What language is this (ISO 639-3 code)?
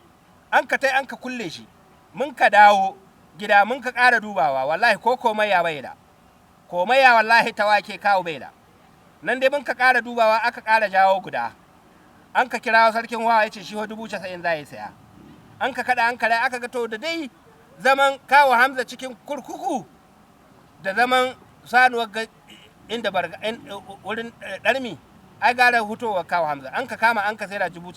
hau